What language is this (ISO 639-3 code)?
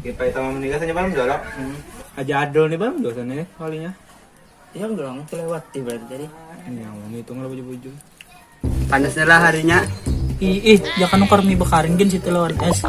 bjn